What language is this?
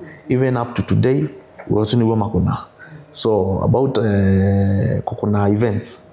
Kamba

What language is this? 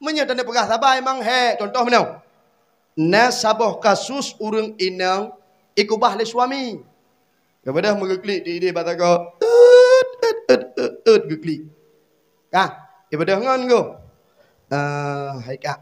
Achinese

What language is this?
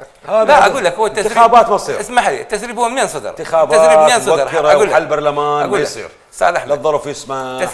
Mesopotamian Arabic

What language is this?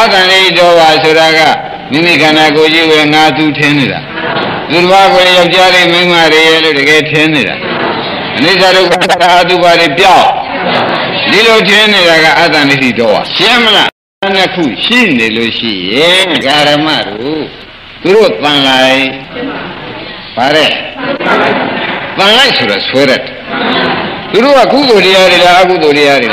Burmese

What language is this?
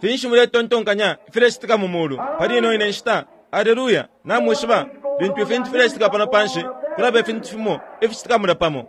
Bemba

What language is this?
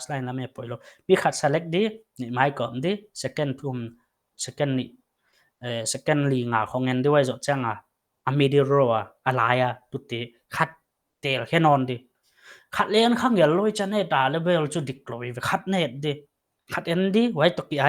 Paite Chin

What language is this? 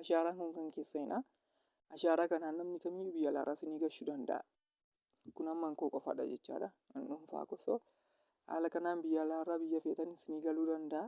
Oromo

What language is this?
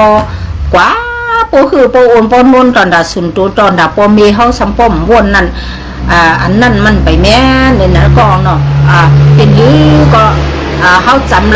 Shan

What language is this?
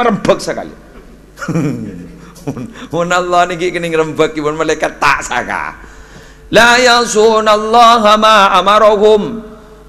Madurese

